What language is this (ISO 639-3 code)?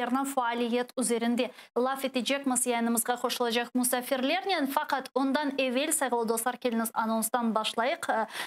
crh